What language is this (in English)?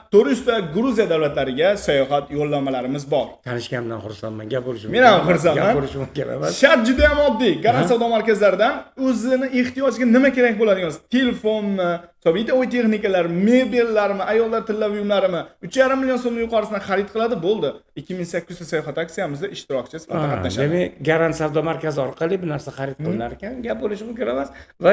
Uzbek